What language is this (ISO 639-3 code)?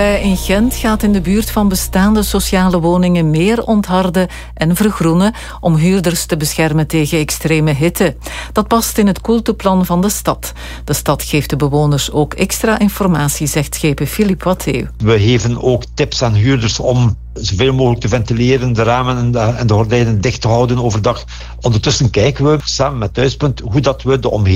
nld